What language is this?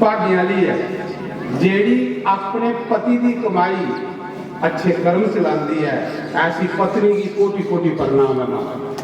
Dogri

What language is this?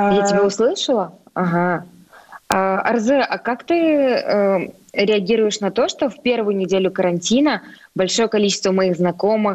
Russian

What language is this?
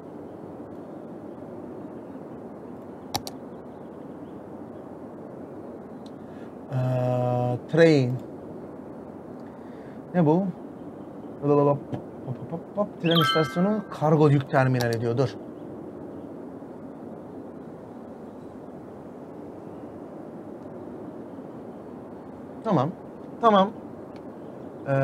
Turkish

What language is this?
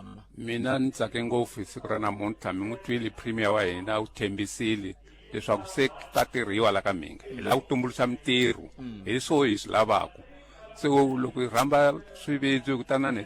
Tsonga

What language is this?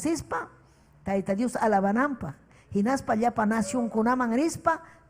Ayacucho Quechua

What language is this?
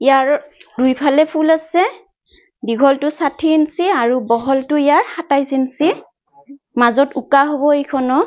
Assamese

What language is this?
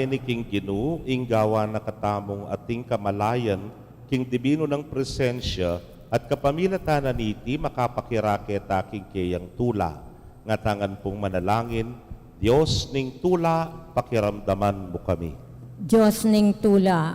Pampanga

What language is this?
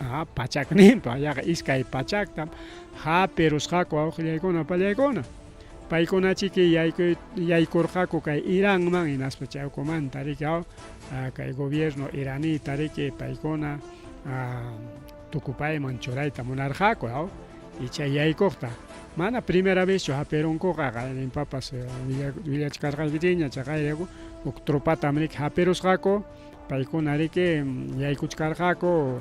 Ayacucho Quechua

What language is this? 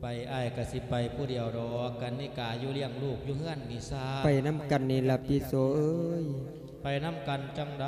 Lao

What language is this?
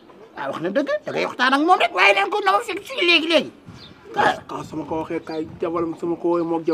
Wolof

